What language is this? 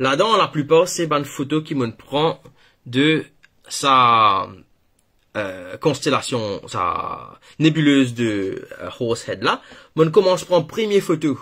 Morisyen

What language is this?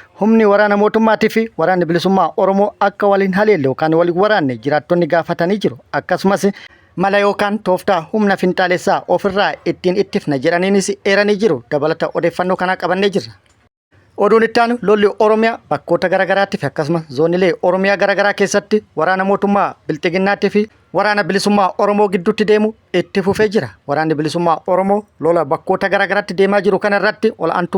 Oromo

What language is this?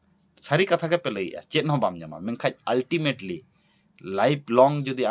Santali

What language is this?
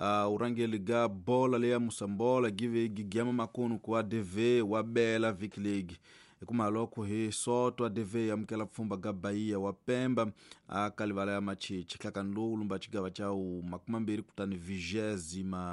Tsonga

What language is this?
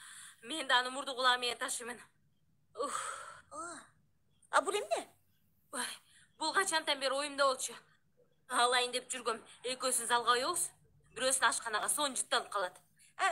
Kyrgyz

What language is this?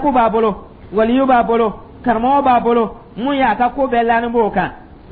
Dyula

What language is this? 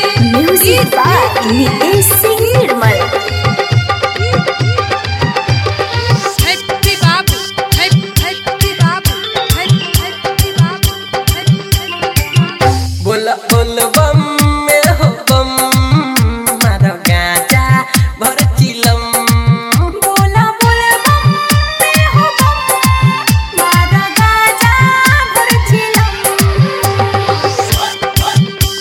Bhojpuri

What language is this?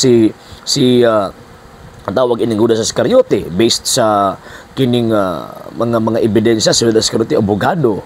Cebuano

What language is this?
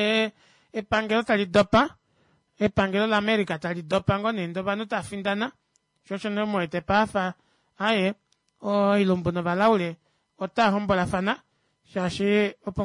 Kuanyama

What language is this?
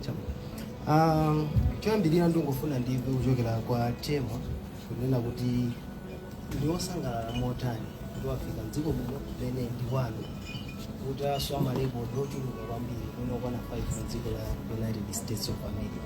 Nyanja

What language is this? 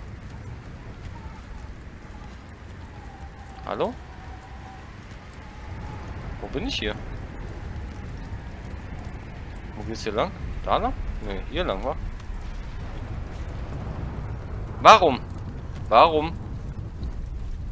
German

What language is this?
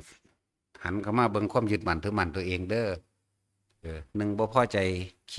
Northeastern Thai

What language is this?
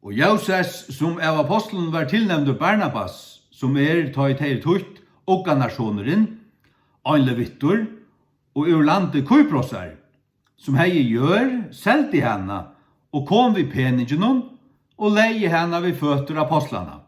Faroese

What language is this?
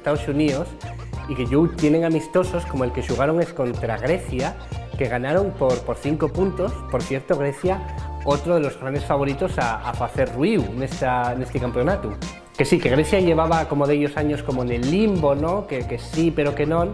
Asturian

